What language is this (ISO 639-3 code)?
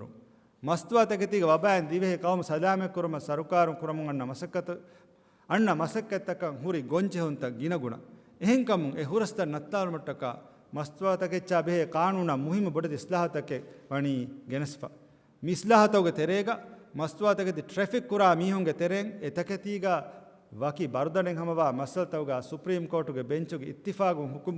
div